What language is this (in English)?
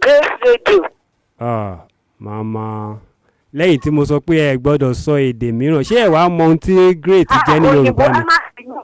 Yoruba